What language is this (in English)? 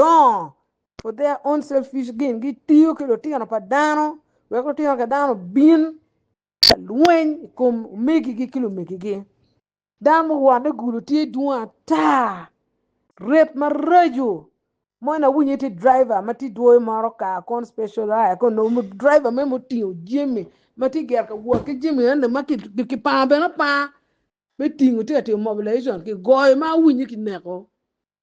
Acoli